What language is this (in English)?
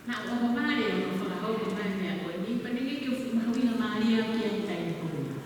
Tongan